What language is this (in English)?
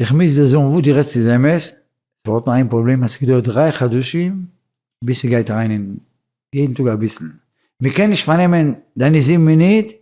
Yiddish